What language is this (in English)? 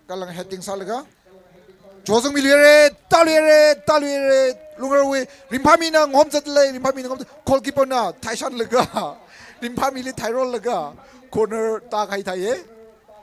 Tangkhul Naga (India)